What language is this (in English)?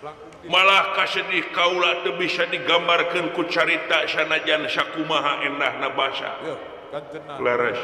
Sundanese